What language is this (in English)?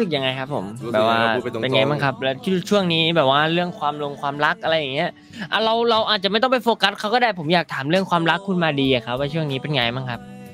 Thai